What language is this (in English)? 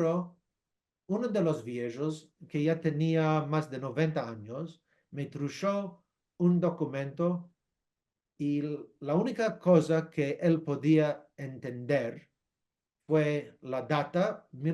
Ladino